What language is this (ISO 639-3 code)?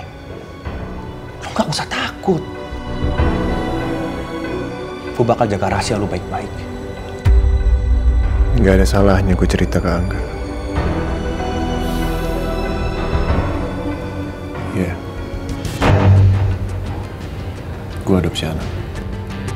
ind